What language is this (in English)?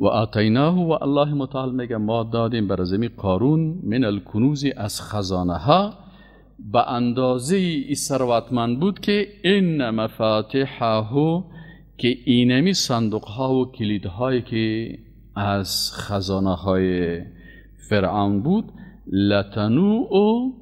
Persian